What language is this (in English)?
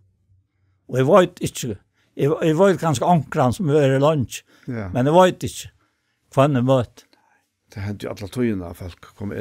Faroese